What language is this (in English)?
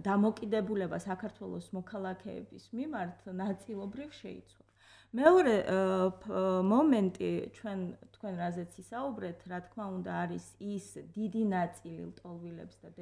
Georgian